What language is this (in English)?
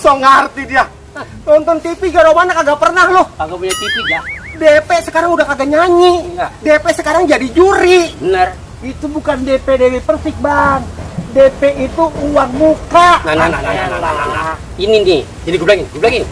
Betawi